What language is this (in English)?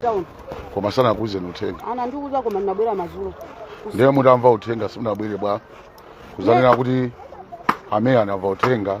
Nyanja